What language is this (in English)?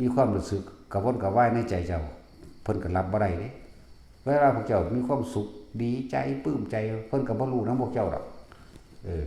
Lao